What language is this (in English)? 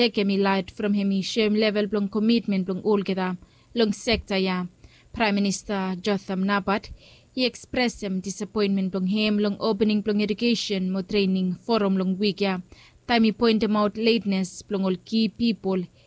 Bislama